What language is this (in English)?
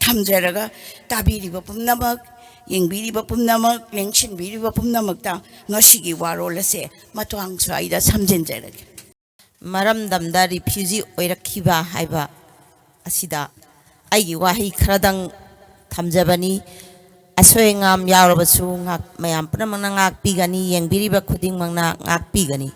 Manipuri